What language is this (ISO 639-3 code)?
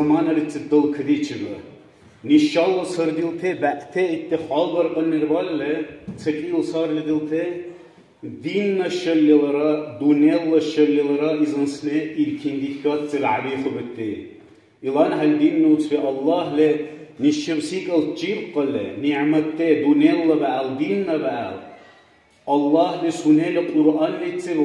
dar